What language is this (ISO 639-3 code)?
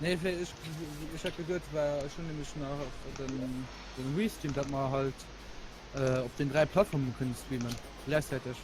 ltz